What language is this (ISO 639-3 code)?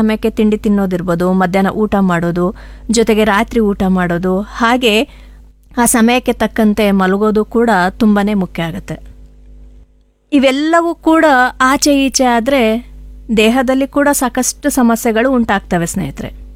kan